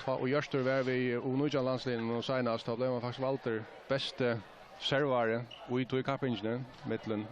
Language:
Faroese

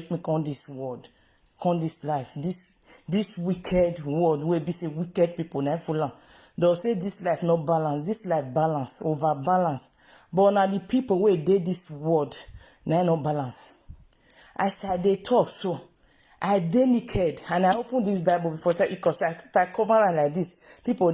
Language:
Nigerian Pidgin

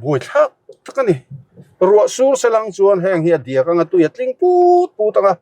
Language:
Mizo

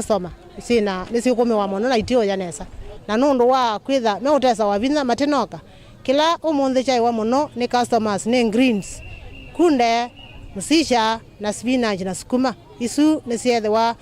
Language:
Kamba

